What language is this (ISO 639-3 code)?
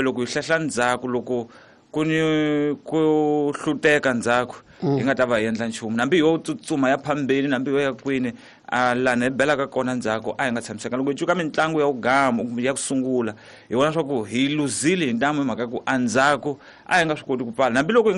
tso